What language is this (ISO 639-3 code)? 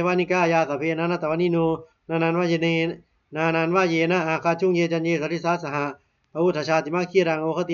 pli